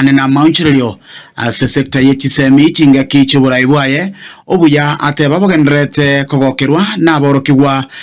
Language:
Gusii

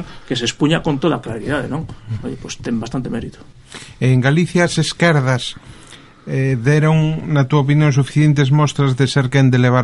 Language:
Galician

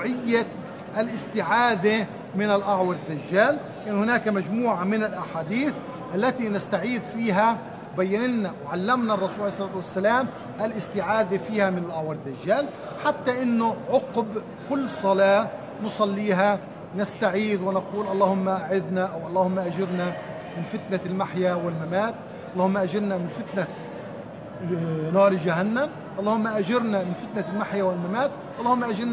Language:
Arabic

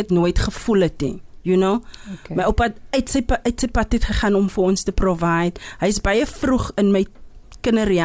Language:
Afrikaans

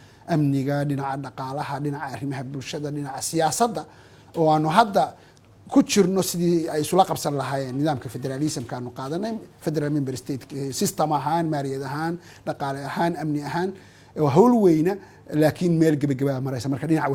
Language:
Somali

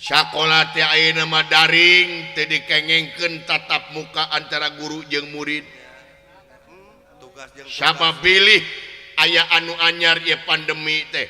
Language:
Sundanese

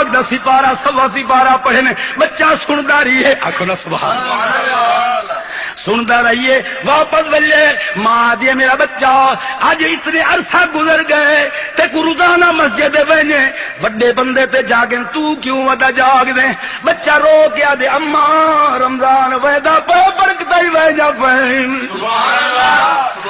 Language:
Saraiki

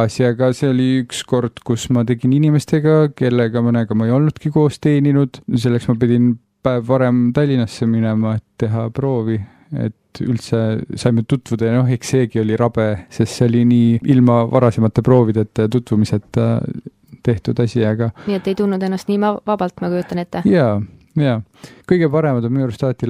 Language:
Estonian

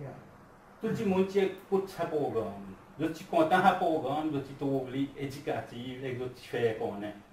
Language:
Seselwa Creole French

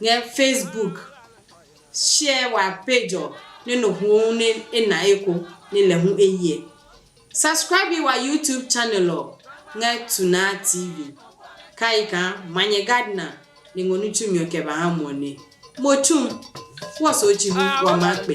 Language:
Adangme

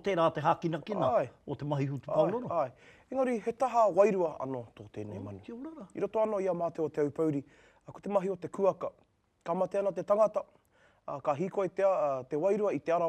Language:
Māori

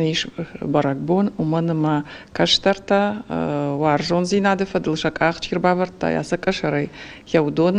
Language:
Ossetic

